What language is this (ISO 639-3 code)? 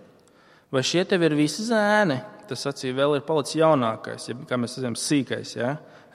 lav